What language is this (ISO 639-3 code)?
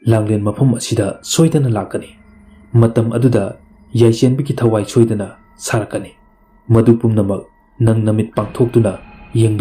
mni